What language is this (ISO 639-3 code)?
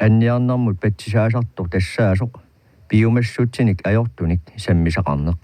kal